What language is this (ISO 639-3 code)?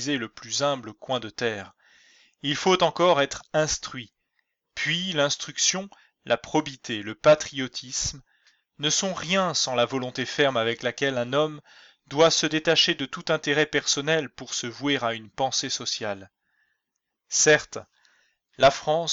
fra